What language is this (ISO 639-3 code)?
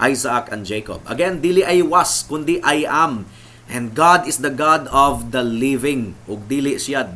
ceb